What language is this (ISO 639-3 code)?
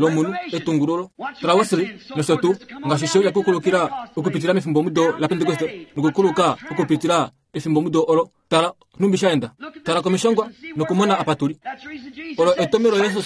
kua